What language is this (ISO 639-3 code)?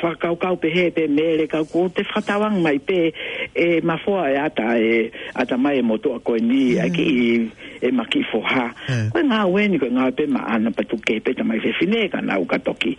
ton